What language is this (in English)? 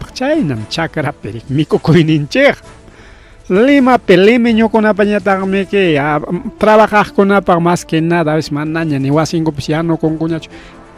Ayacucho Quechua